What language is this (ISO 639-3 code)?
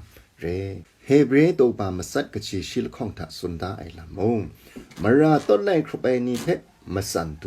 kac